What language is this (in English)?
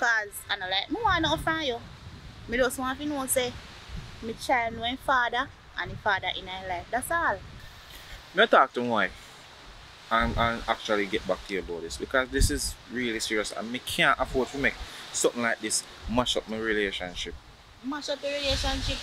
Jamaican Creole English